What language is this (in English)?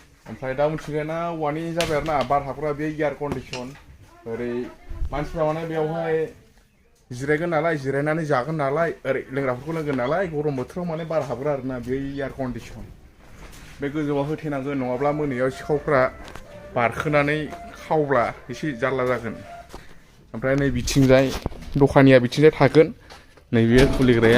Bodo